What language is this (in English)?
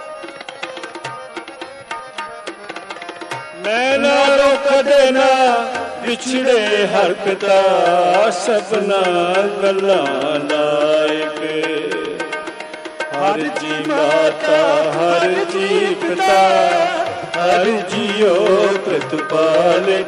Punjabi